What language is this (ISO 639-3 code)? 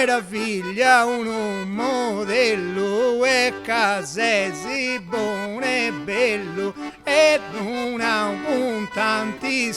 srd